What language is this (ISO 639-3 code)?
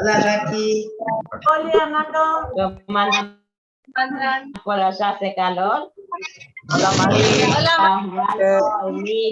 grn